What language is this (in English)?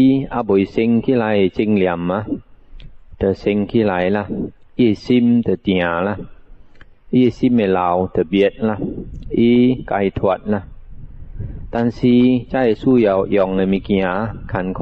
Min Nan Chinese